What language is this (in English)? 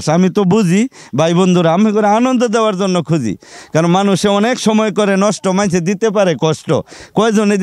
Bangla